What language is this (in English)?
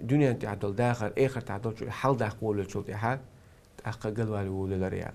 Chechen